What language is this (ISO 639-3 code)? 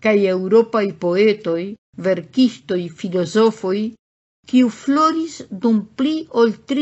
epo